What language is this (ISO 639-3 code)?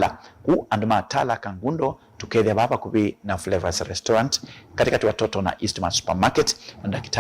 kam